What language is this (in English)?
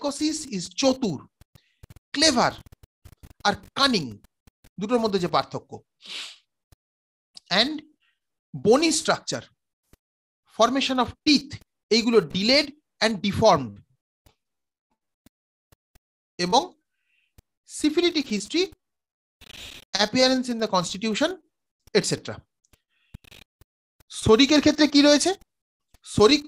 Bangla